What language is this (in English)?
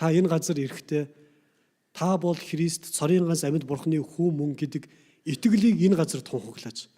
Mongolian